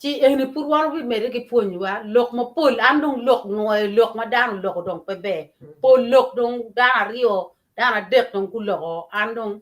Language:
Acoli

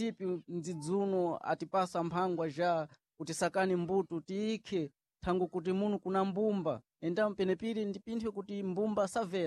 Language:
Sena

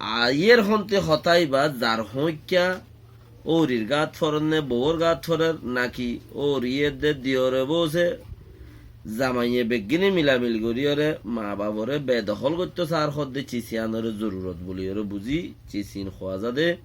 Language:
Rohingya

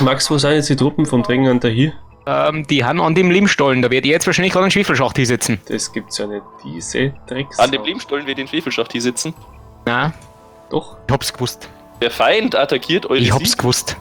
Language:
Bavarian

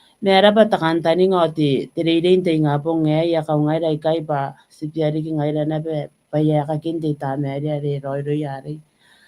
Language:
Gilbertese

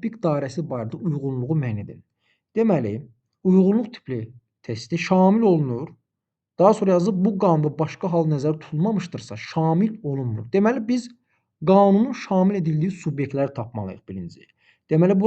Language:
Azerbaijani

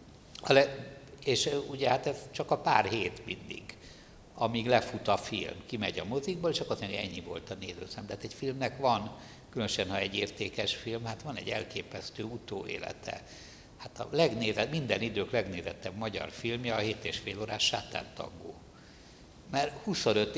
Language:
Hungarian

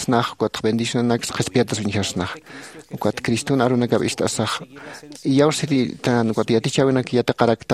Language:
Aymara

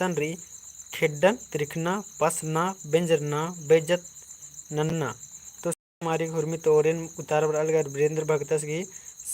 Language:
Kurukh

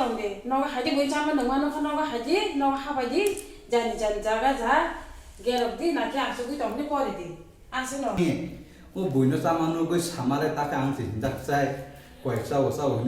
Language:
Kok Borok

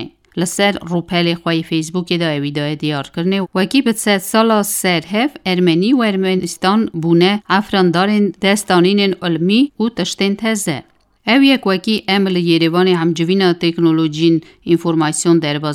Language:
Kurdish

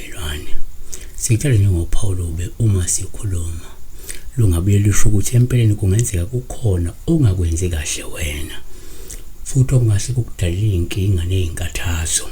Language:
Zulu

